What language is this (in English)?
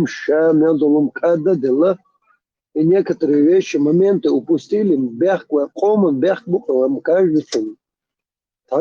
Chechen